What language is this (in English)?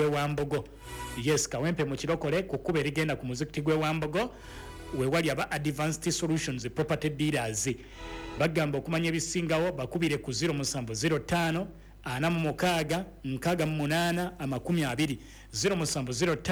Ganda